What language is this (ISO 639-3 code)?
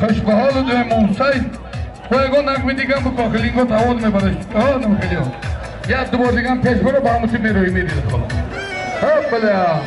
tgk